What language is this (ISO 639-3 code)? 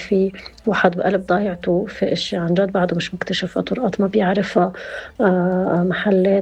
apc